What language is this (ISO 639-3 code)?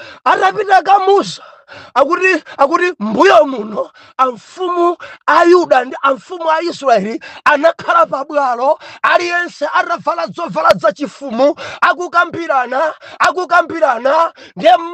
nya